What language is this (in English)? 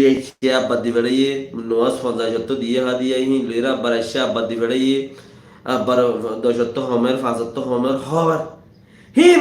Rohingya